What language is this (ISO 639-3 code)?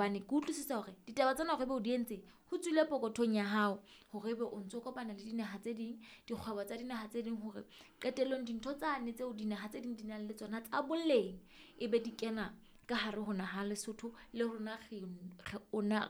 sot